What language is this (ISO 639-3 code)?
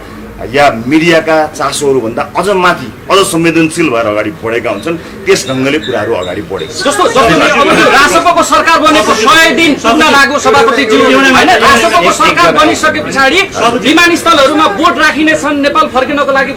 nep